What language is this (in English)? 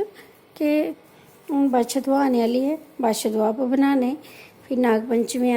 Dogri